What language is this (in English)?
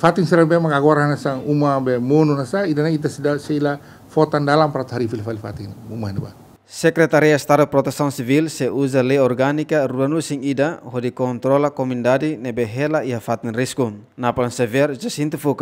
Tetum